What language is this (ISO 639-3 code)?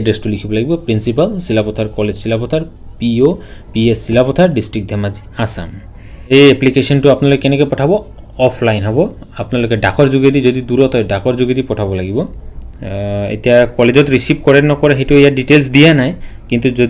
asm